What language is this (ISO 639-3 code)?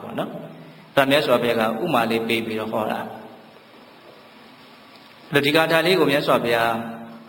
mya